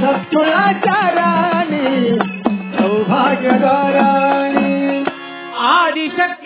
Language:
Kannada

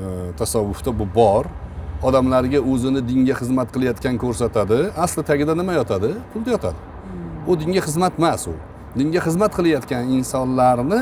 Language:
Uzbek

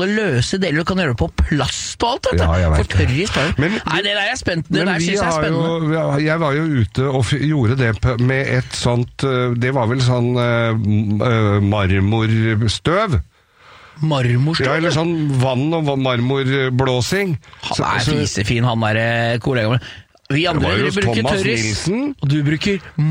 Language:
Norwegian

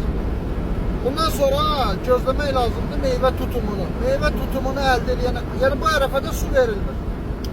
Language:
Azerbaijani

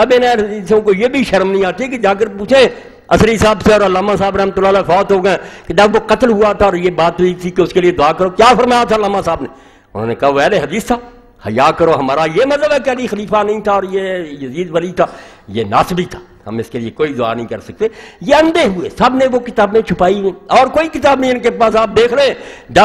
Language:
Urdu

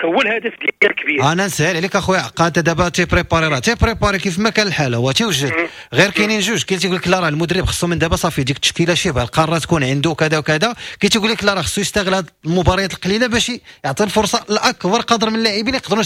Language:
Moroccan Arabic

